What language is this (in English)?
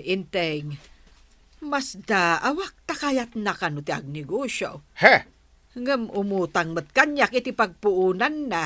Iloko